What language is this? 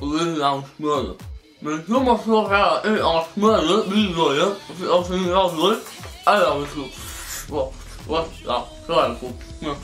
Faroese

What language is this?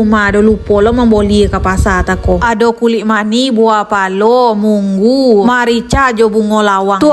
Minangkabau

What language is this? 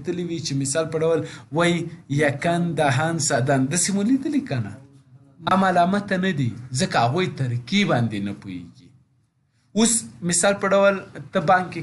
Pashto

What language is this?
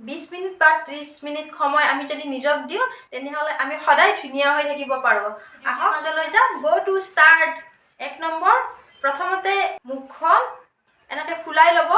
Assamese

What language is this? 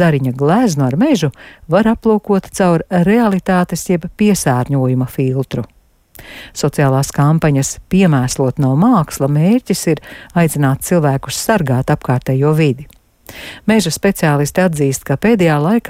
Latvian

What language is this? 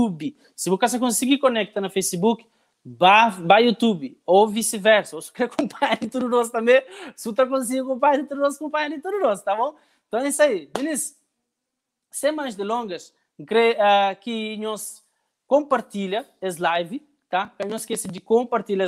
Kabuverdianu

